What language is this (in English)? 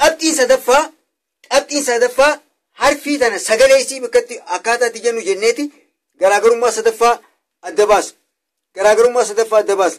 Oromo